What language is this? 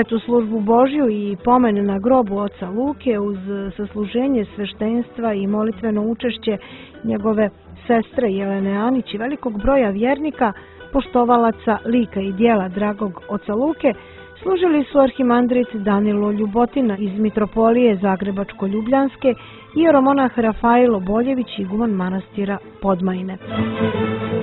Serbian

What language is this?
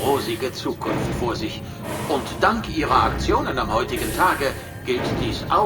Bavarian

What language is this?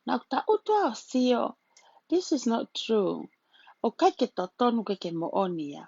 Tongan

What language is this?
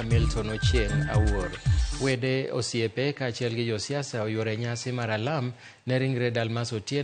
Luo (Kenya and Tanzania)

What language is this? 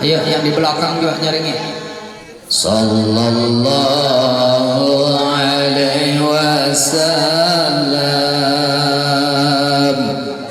Banjar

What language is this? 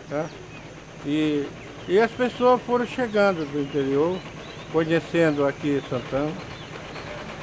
Portuguese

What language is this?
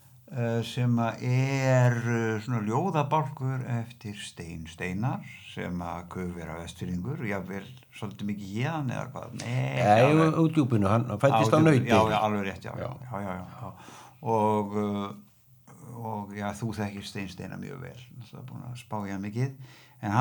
Icelandic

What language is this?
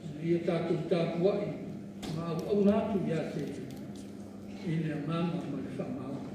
Samoan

